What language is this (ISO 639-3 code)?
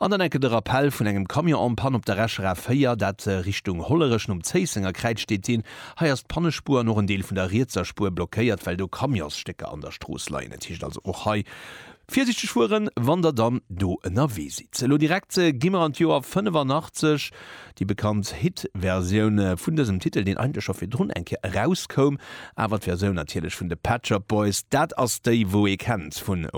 ltz